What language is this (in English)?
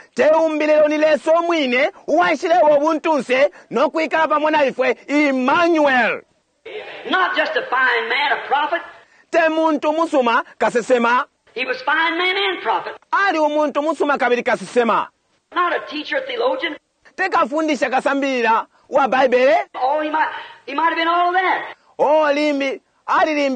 Bemba